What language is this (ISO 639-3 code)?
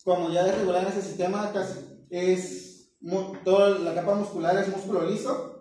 spa